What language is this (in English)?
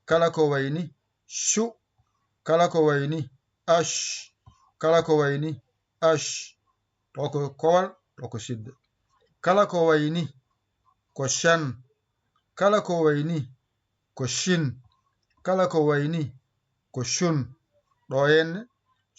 Fula